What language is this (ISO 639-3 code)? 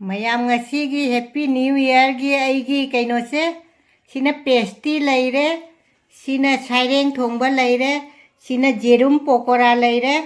mni